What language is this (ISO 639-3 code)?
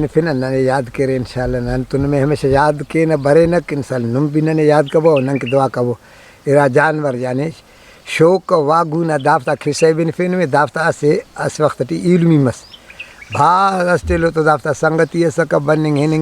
brh